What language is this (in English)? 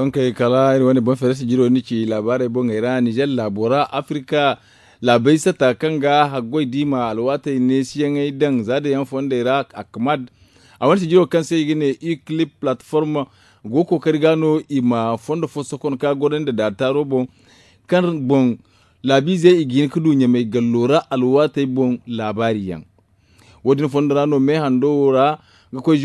Zarma